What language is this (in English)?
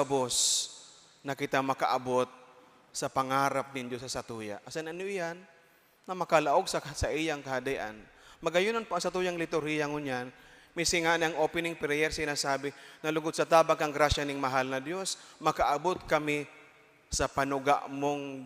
Bikol